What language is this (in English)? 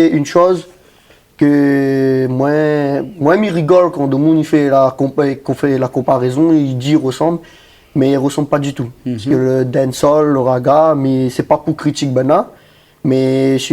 Réunion Creole French